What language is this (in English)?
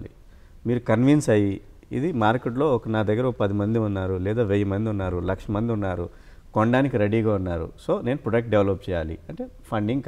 Telugu